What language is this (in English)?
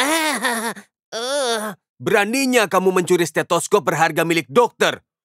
Indonesian